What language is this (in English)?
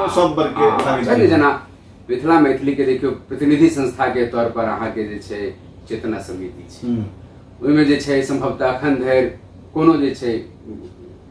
Maithili